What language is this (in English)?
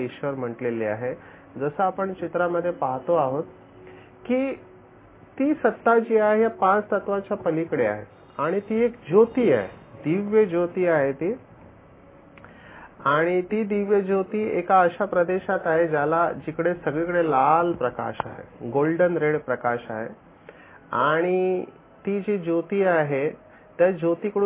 Marathi